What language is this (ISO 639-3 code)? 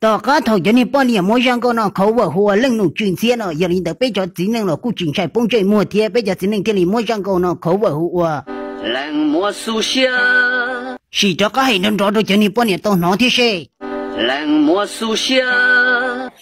hmn